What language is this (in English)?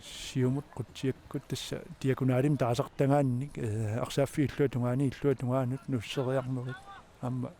Kalaallisut